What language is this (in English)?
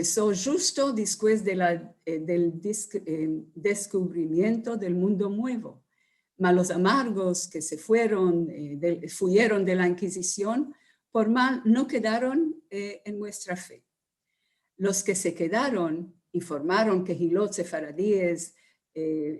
Ladino